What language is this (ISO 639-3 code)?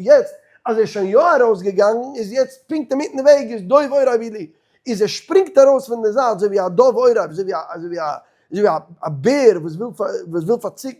yid